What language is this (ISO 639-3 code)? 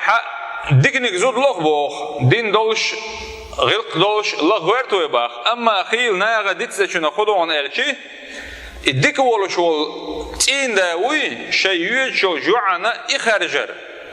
che